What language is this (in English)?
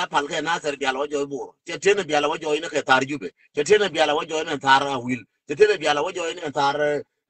Nuer